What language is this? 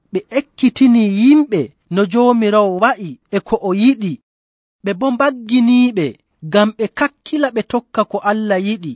Nigerian Fulfulde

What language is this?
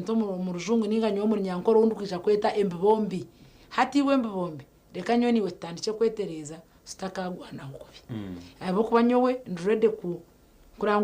Nyankole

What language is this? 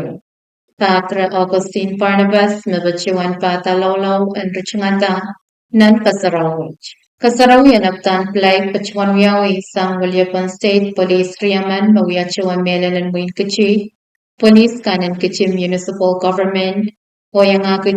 Pohnpeian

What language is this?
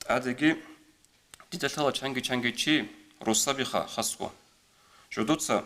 Avaric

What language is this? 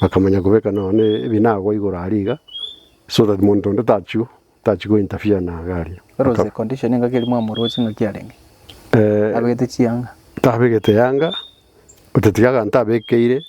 Gusii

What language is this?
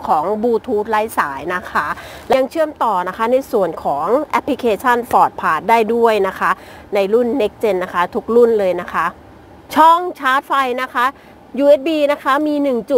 Thai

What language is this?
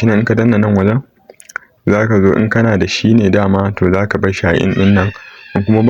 Hausa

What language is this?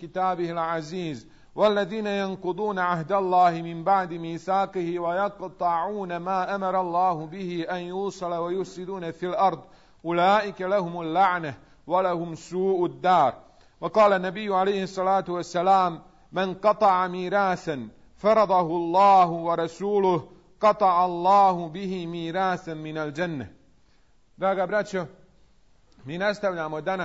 Bosnian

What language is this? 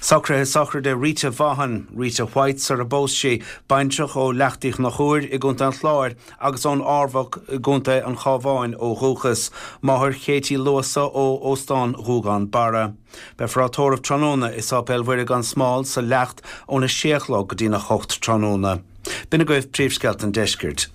Irish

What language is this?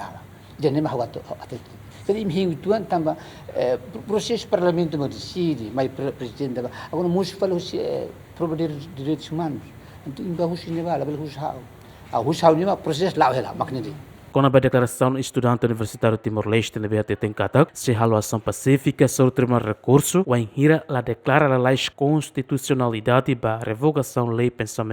Tetum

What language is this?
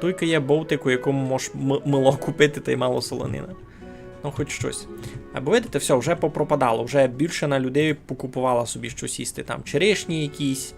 Rusyn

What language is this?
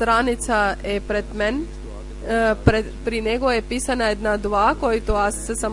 Bulgarian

